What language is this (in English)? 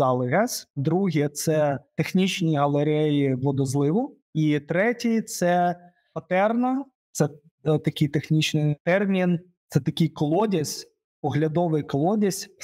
Ukrainian